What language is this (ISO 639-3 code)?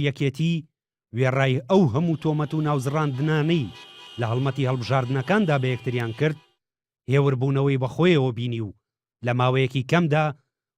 ckb